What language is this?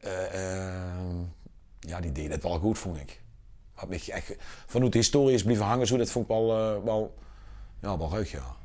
Limburgish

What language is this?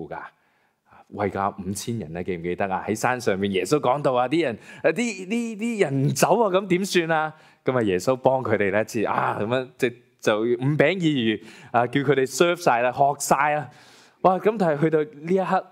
Cantonese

